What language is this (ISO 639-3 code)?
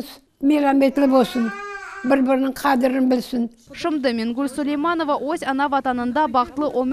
crh